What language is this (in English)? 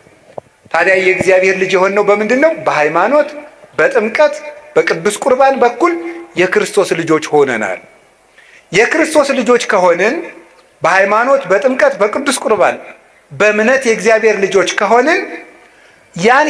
Amharic